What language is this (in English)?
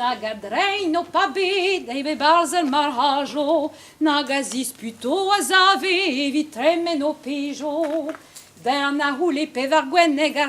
Breton